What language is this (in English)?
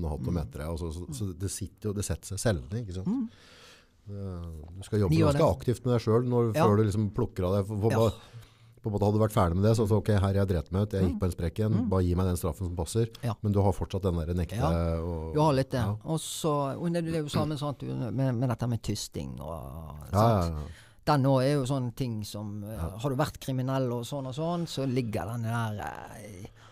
Norwegian